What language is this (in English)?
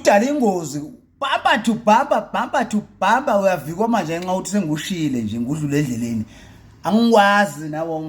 Zulu